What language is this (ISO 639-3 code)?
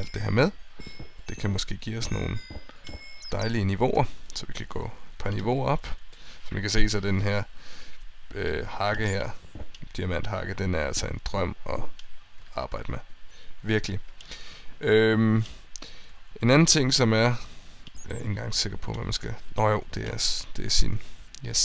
dan